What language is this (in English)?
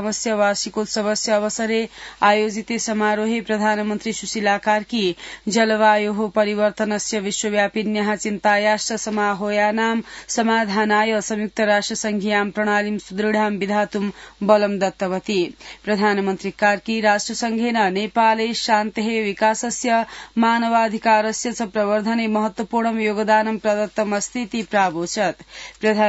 Sanskrit